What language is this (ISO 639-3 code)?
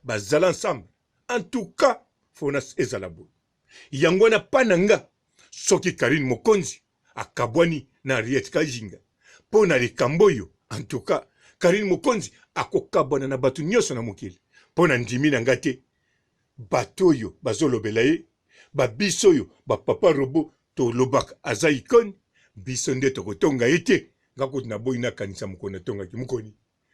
lin